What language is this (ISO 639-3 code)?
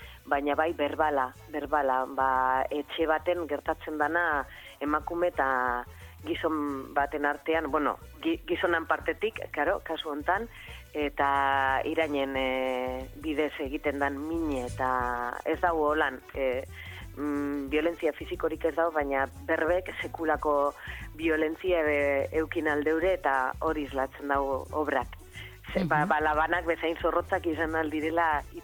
eus